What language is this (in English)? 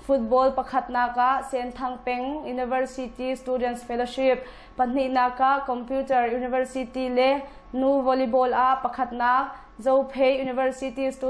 Hakha Chin